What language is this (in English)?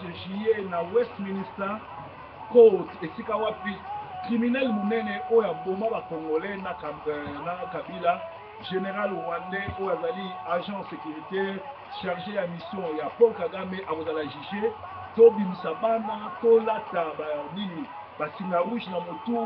Lingala